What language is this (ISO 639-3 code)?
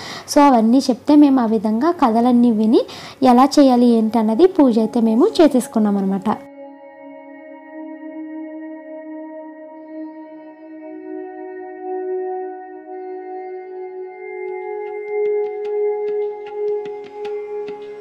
tel